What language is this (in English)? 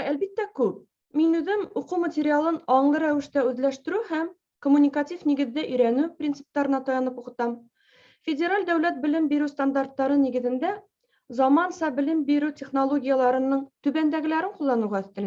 Bashkir